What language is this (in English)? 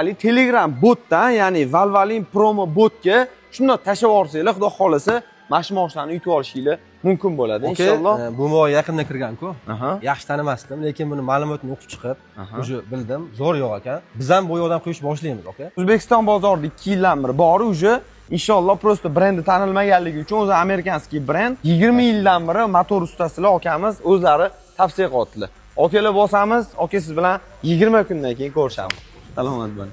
Uzbek